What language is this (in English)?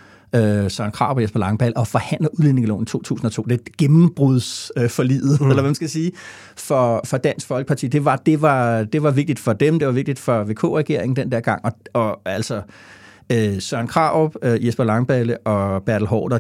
Danish